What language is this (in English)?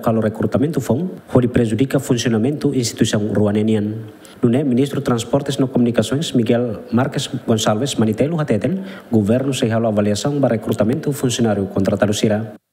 Tetum